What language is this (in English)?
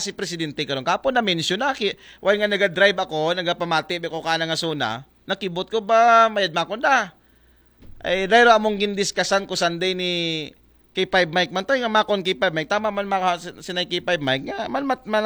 Aklanon